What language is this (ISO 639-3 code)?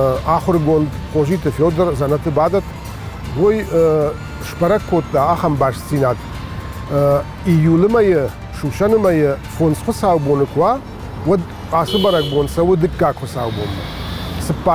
oss